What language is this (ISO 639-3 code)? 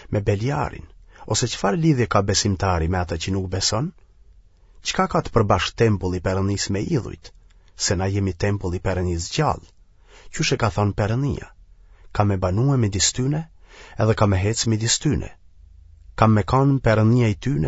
sqi